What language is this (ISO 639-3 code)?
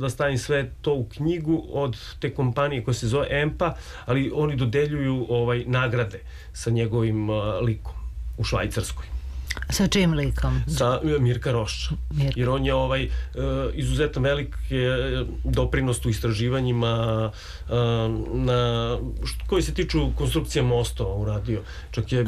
srp